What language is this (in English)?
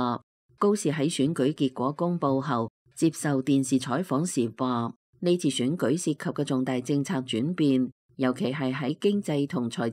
Cantonese